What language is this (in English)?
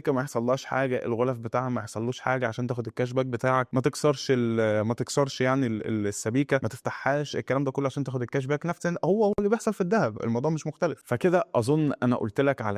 Egyptian Arabic